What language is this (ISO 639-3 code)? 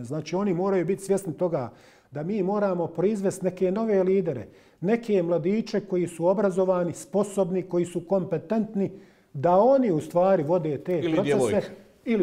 bos